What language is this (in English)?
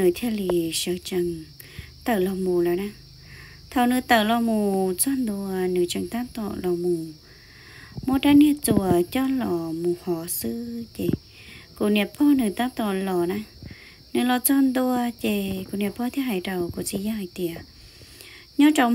Hmong